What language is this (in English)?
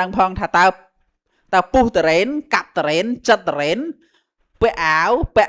Khmer